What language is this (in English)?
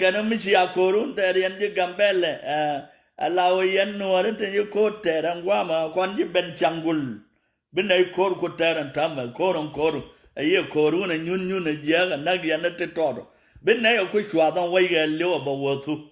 Nuer